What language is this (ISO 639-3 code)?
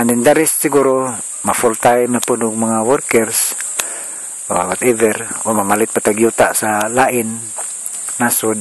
ceb